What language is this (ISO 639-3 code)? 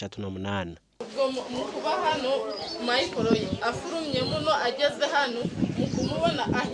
nyn